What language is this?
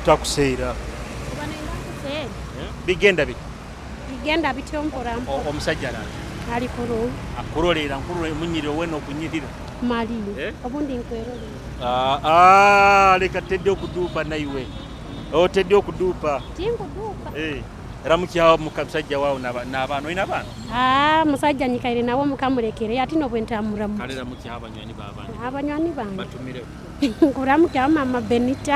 Nyoro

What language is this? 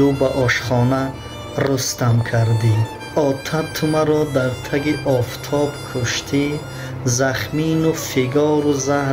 Tajik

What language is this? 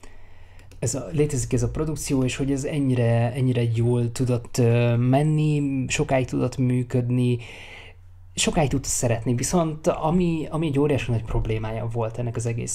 Hungarian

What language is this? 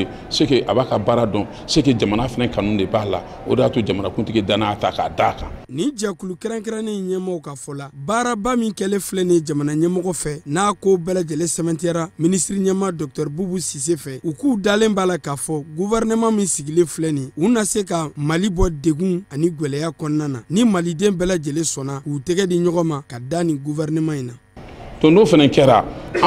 Bambara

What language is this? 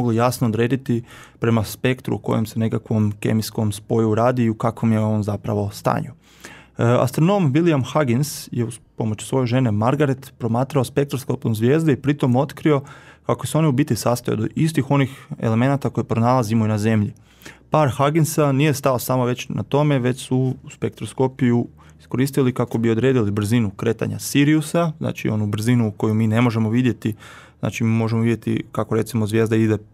Croatian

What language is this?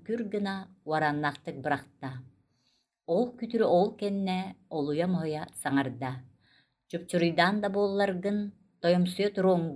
Yakut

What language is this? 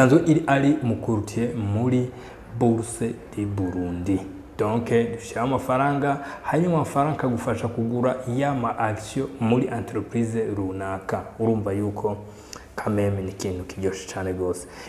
Rundi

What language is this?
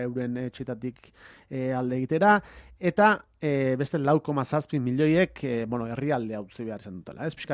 Basque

